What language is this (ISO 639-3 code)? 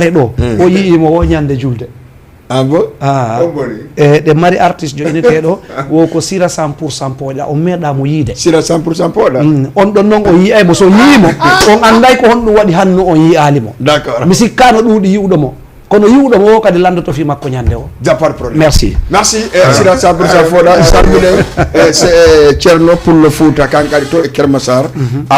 ful